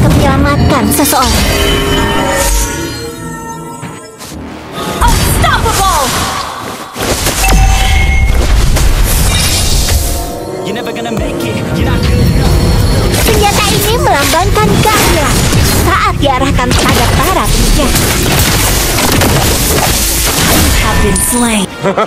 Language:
Indonesian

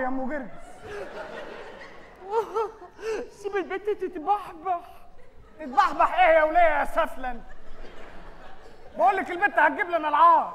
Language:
Egyptian Arabic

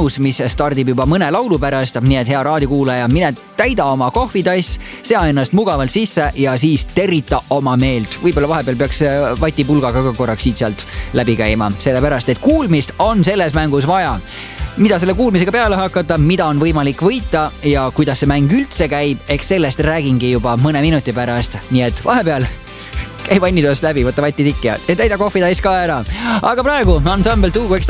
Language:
Estonian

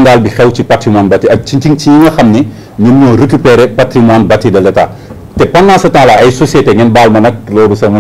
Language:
Wolof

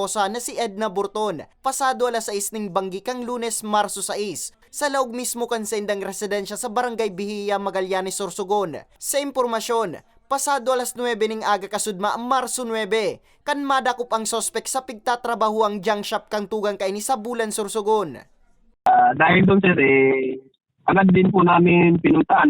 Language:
Bikol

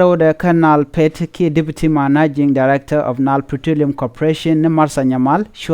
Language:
Nuer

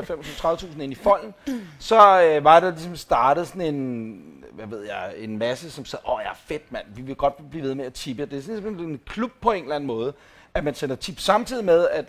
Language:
Danish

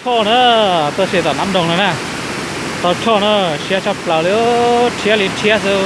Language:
Hmong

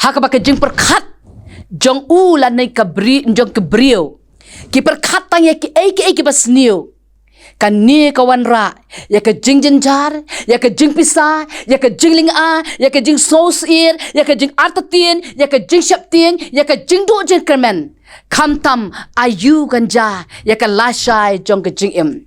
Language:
Khasi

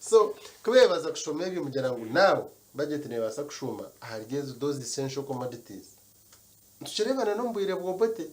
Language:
Nyankole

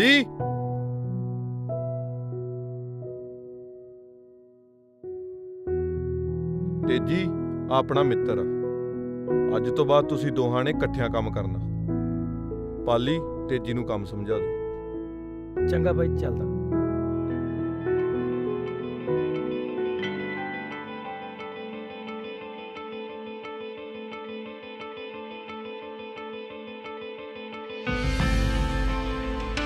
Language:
Punjabi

